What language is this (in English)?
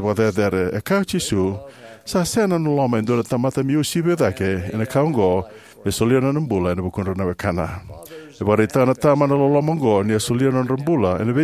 Fijian